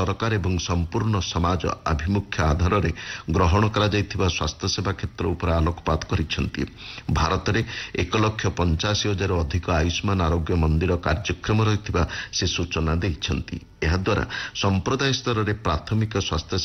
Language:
Odia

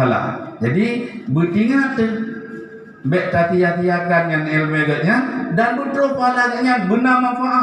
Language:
Achinese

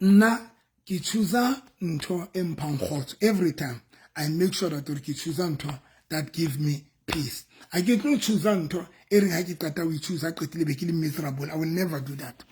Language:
Southern Sotho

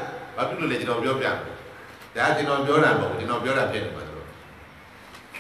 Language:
Burmese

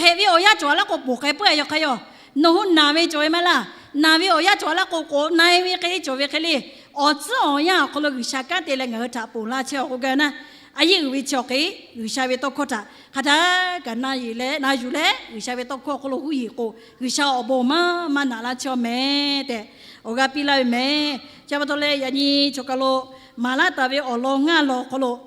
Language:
Lahu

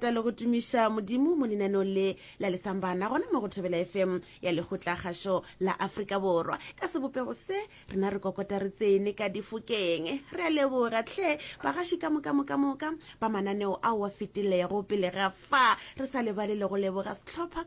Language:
Northern Sotho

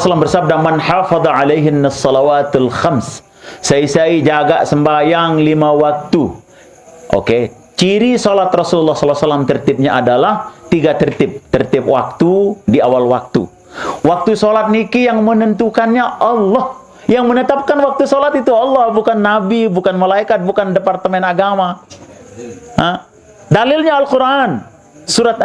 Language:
Sasak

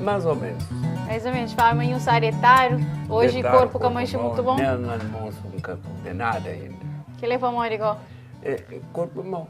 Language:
Kabuverdianu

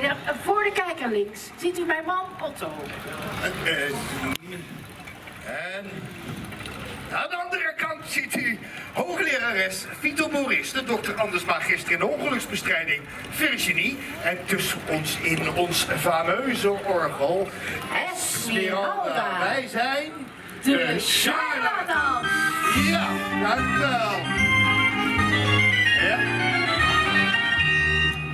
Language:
Dutch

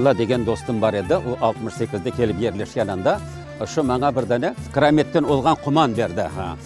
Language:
Crimean Tatar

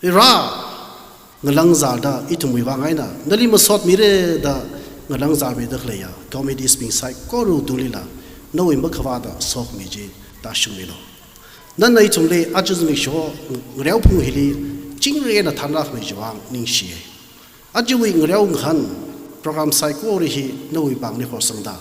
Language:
Tangkhul Naga (India)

